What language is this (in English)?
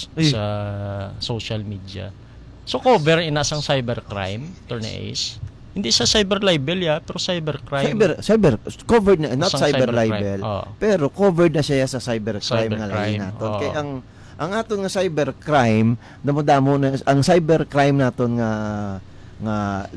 Hiligaynon